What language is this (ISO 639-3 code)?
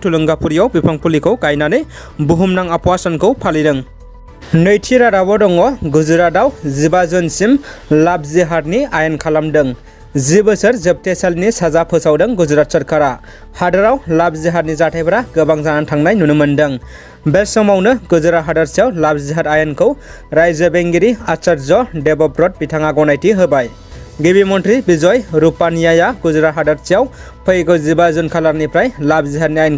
brx